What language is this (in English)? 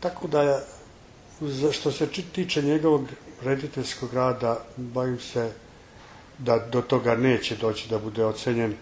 Serbian